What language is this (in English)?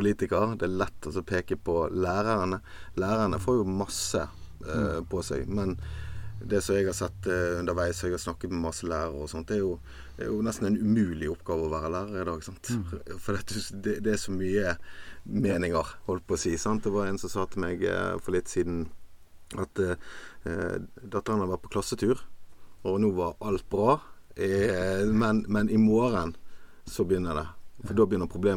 Norwegian